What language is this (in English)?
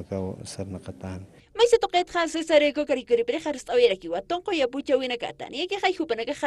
Aymara